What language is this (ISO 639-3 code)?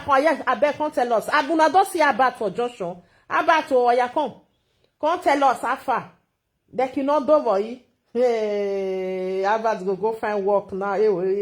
pcm